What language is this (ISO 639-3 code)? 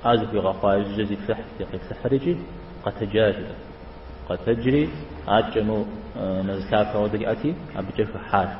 kbd